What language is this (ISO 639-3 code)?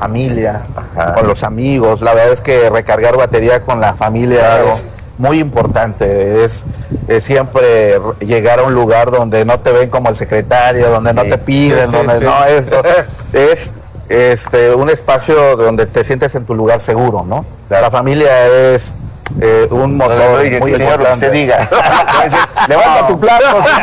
spa